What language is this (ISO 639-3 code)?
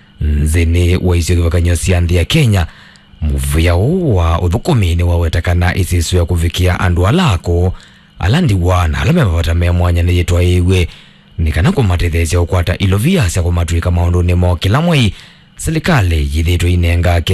kam